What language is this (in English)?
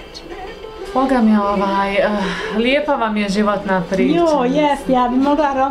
Bosnian